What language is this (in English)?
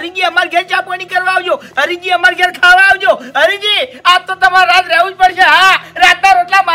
Gujarati